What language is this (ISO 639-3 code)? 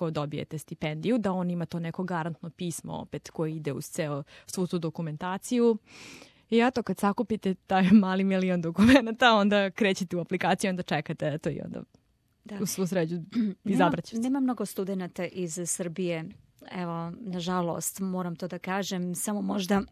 srp